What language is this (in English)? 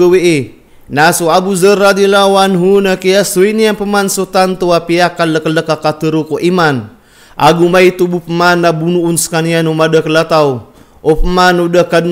Maranao